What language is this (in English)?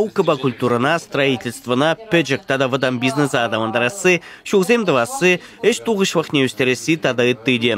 Chuvash